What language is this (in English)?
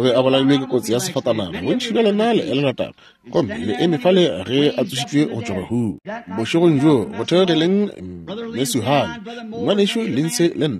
Northern Sotho